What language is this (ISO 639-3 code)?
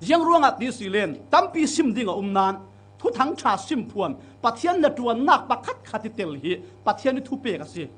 cfm